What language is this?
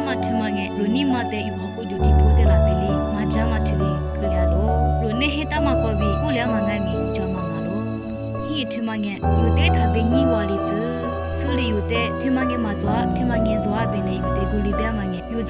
Lisu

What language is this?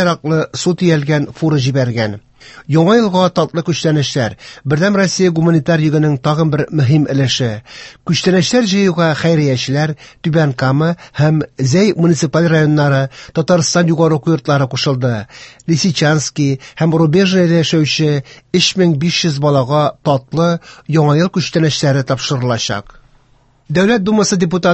Tatar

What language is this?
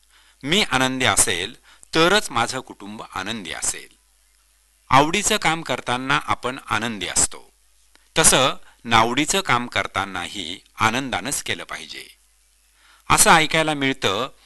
Marathi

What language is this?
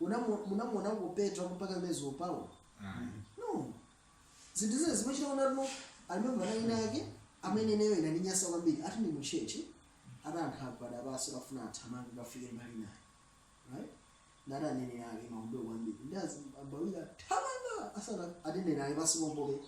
Nyanja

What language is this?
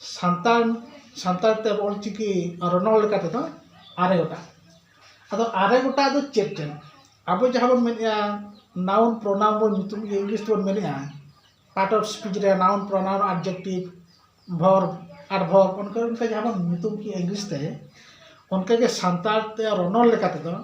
Santali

